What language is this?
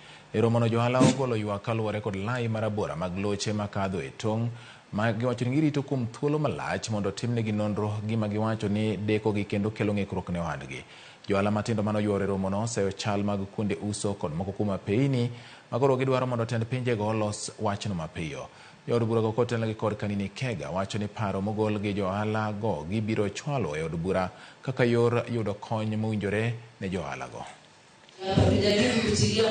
Luo (Kenya and Tanzania)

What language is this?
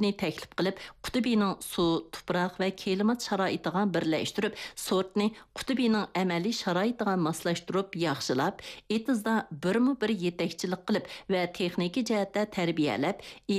Uyghur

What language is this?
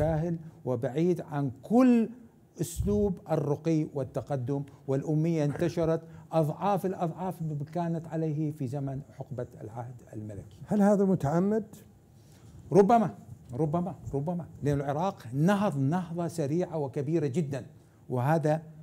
Arabic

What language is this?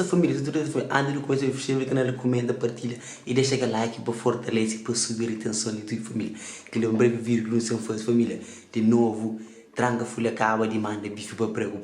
Kabuverdianu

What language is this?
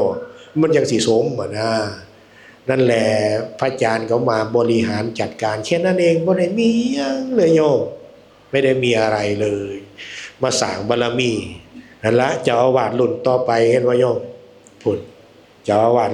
Northeastern Thai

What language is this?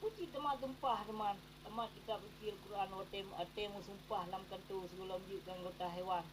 Achinese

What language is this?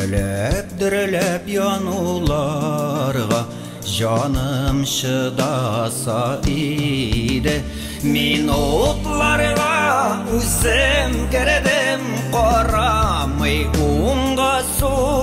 Tatar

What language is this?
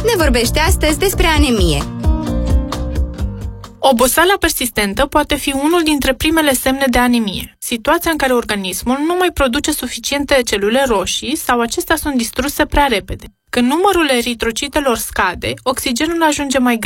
Romanian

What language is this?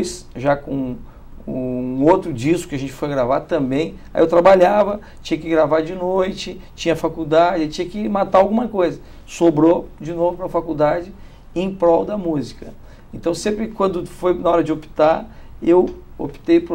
Portuguese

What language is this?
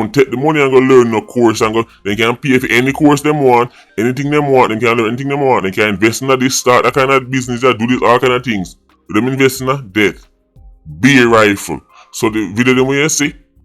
Jamaican Creole English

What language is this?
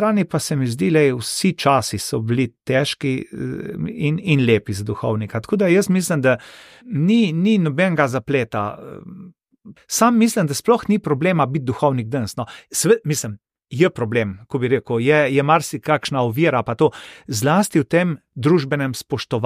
Slovenian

